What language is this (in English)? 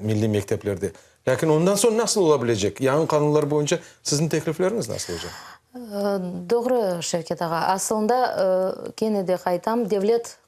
Crimean Tatar